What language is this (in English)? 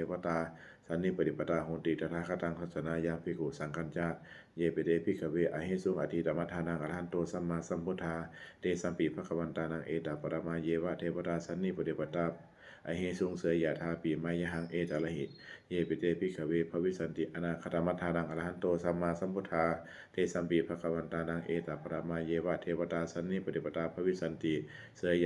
Pali